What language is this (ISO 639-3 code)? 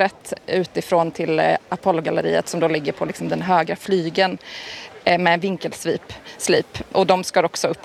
swe